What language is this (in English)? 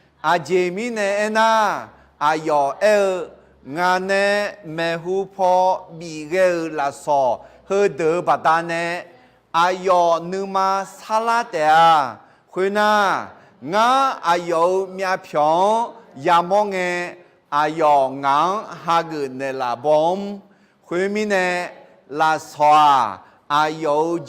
Akha